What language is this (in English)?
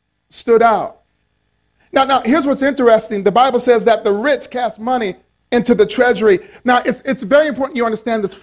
English